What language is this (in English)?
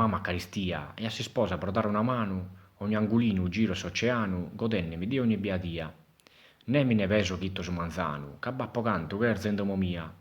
Sardinian